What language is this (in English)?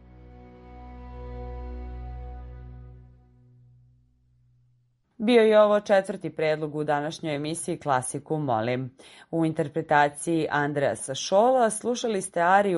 Serbian